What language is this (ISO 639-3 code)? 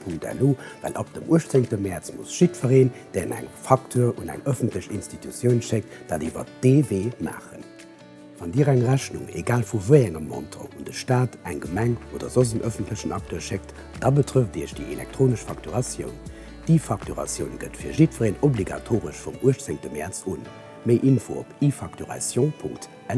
ltz